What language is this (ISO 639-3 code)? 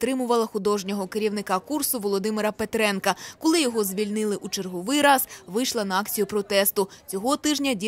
ukr